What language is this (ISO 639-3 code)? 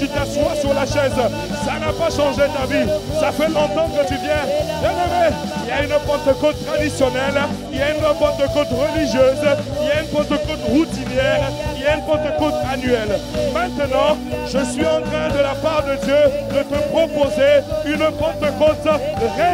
fra